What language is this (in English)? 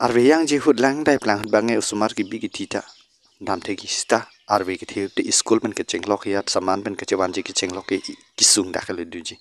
Karbi